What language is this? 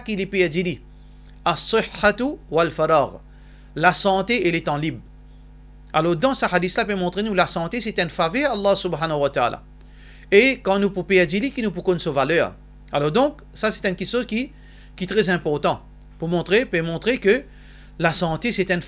Morisyen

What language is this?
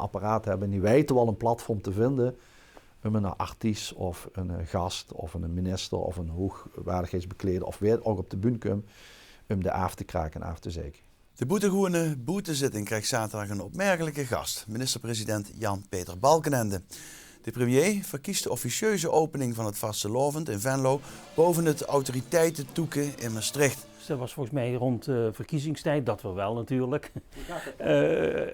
Limburgish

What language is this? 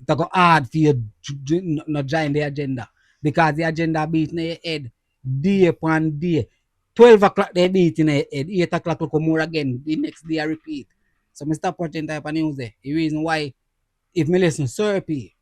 Jamaican Creole English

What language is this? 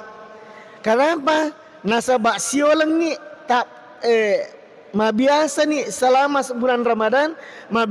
Buginese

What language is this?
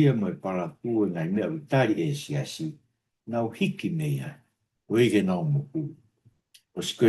Tongan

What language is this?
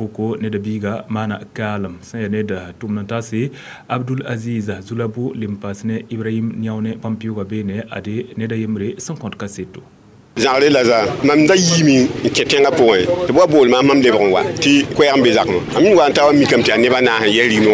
Mossi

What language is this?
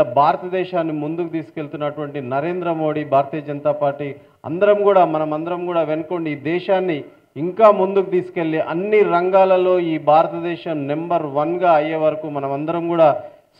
Telugu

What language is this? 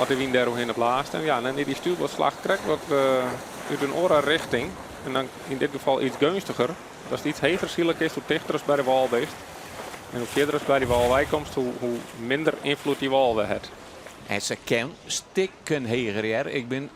Western Frisian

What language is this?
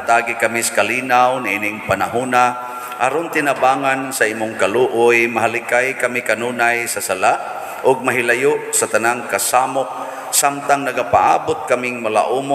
Cebuano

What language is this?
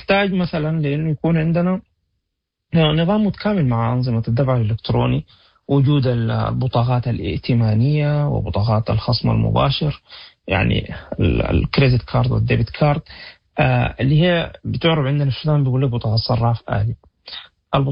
Sudanese Arabic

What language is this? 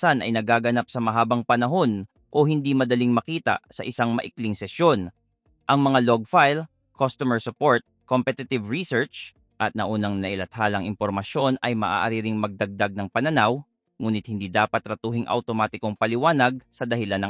Filipino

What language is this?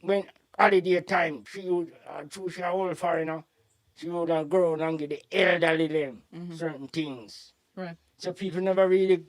Jamaican Creole English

